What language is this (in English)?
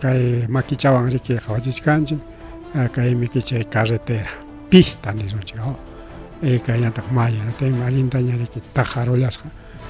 Ayacucho Quechua